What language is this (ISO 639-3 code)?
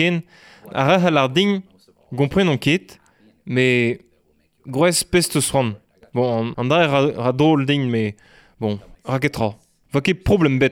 bre